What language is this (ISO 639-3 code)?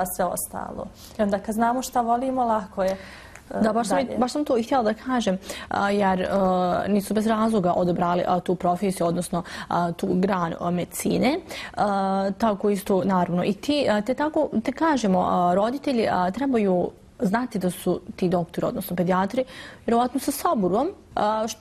bos